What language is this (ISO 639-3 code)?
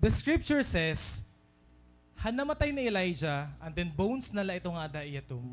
war